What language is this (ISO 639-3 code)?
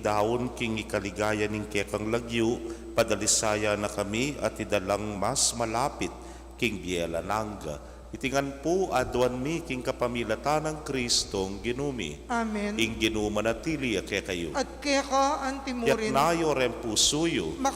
pam